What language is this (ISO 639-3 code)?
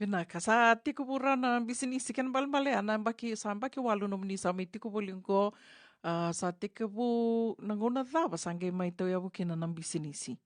fij